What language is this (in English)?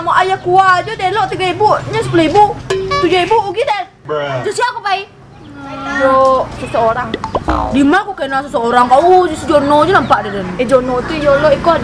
Minangkabau